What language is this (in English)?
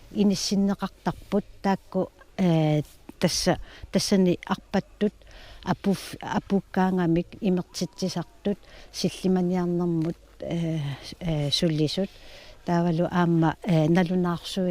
Kalaallisut